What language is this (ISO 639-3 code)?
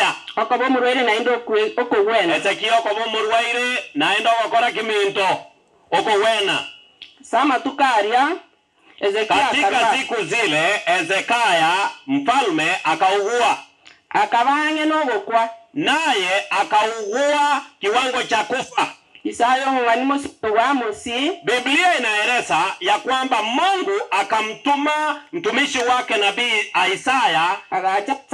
guz